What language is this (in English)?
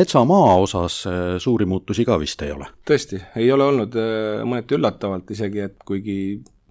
Estonian